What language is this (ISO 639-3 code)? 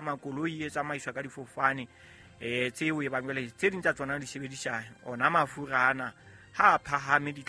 sot